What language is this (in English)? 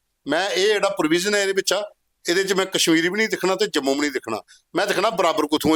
Dogri